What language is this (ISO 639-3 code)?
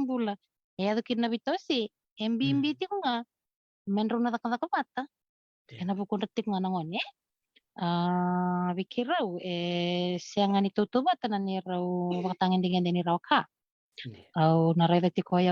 fij